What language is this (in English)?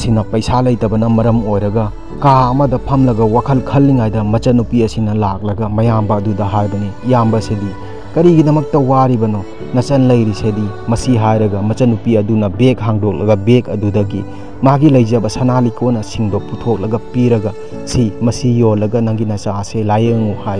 Manipuri